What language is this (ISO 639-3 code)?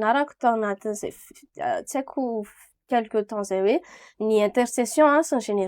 mlg